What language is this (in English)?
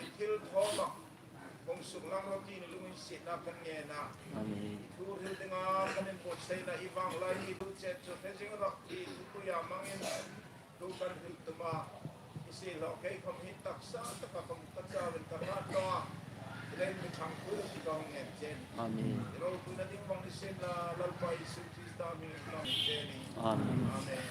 Hmar